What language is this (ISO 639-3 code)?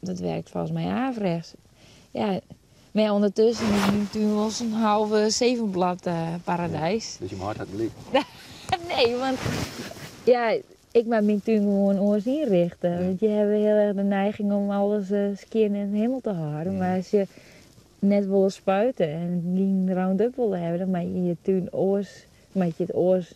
fry